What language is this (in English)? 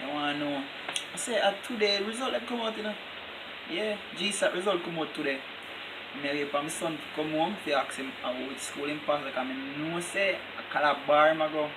Jamaican Creole English